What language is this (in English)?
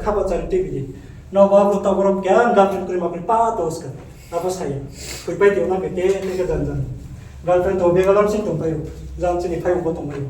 Riang (India)